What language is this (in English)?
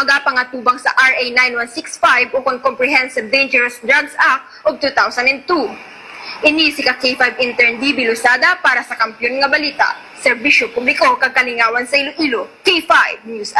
Hiligaynon